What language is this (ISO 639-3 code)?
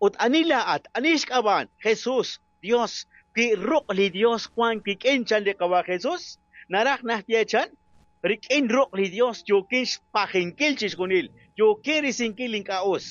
kek